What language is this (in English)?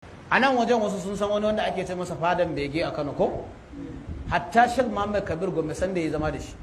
Hausa